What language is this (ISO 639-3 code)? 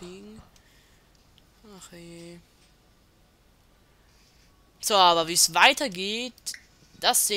deu